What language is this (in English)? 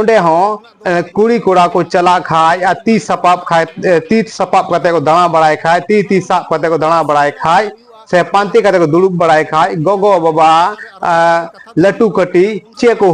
Santali